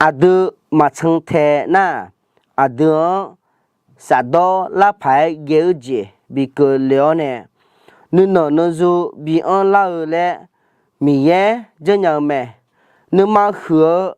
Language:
Akha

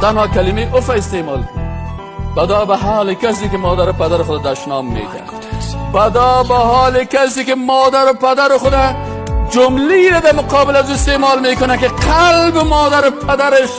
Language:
Persian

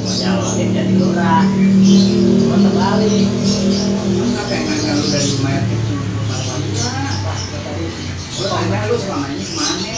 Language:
Betawi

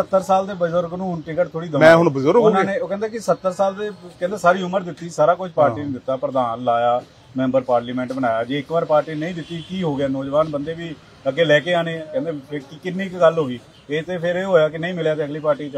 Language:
Punjabi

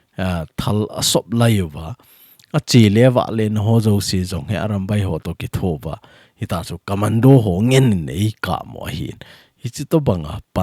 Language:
Thado Chin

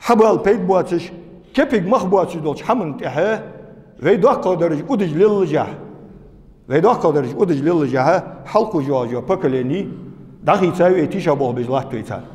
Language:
Ingush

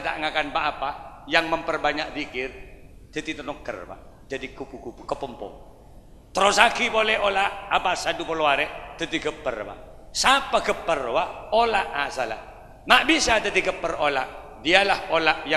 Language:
Madurese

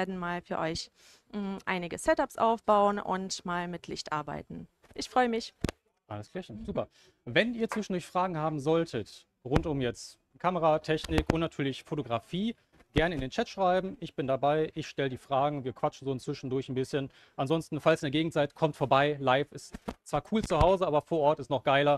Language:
German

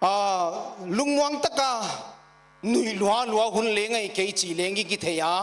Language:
Paite Chin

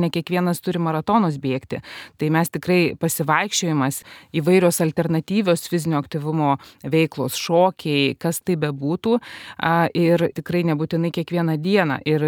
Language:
Lithuanian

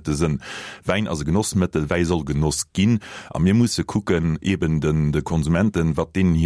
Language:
Luxembourgish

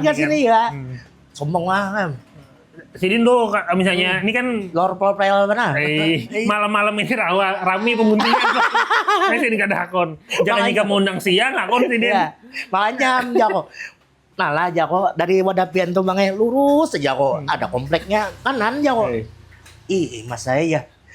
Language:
Banjar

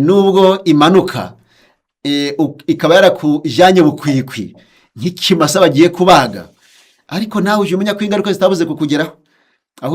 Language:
Kinyarwanda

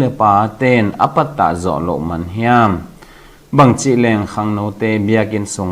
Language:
Tedim Chin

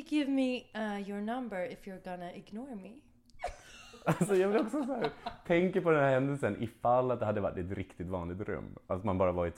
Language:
Swedish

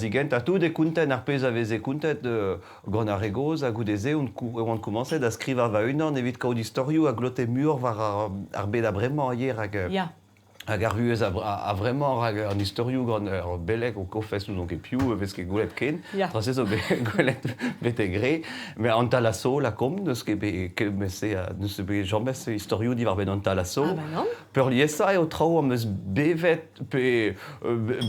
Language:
Breton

